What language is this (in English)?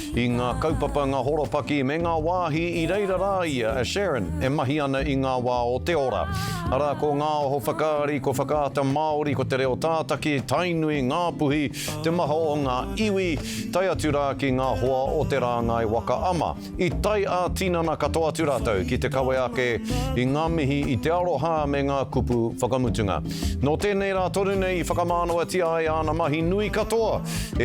Māori